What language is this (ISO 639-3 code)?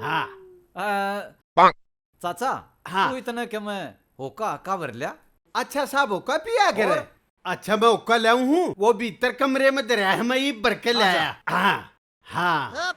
bgc